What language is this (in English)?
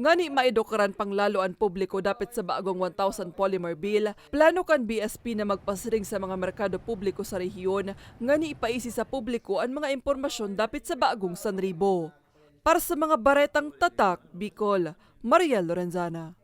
Bikol